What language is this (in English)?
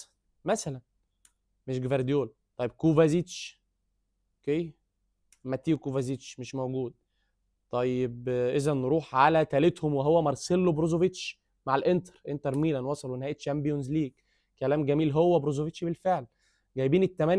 Egyptian Arabic